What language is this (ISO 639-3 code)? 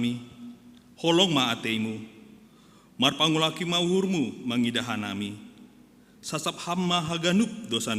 bts